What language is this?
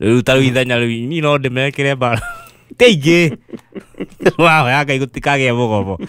Kikuyu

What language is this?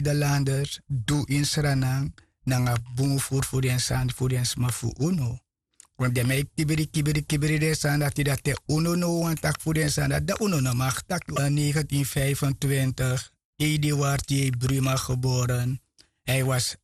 Sranan Tongo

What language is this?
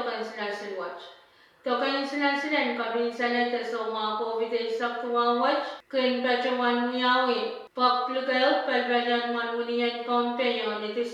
Pohnpeian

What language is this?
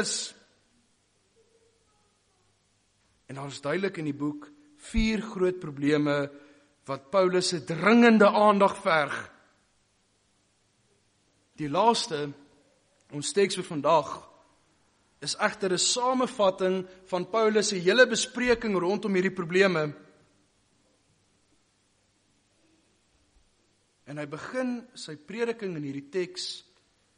Afrikaans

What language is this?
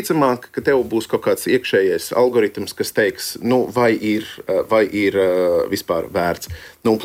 Latvian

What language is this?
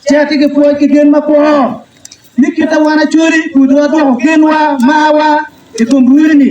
Acoli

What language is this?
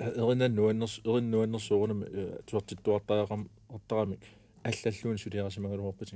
Kalaallisut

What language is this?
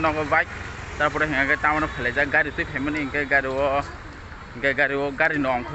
Kok Borok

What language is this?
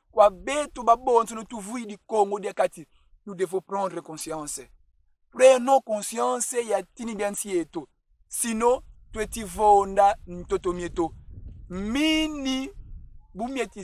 Kongo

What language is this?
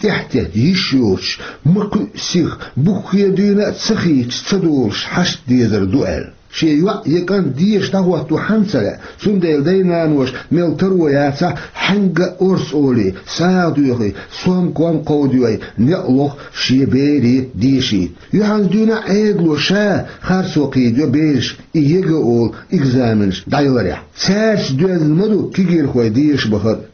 Chechen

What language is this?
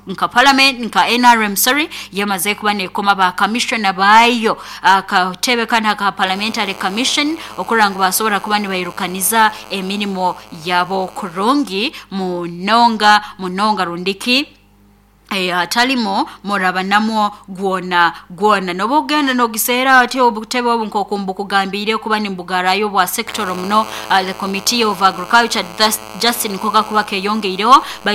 Nyoro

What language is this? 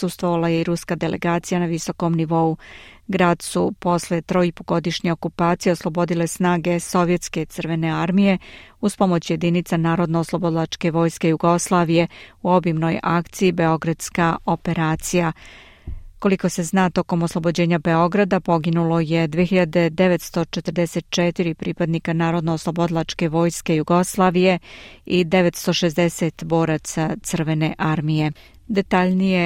Serbian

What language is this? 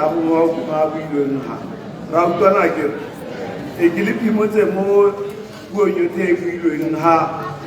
Tswana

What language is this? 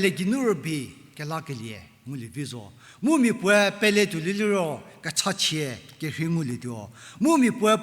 Angami Naga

